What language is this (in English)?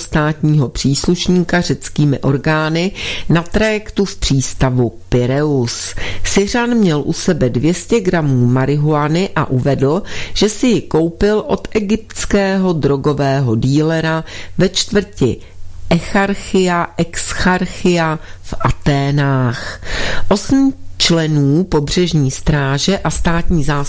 Czech